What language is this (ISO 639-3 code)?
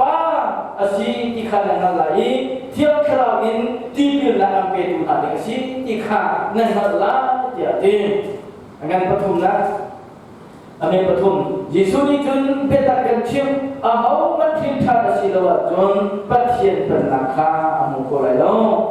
cnh